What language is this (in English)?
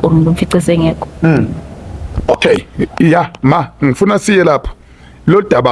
Zulu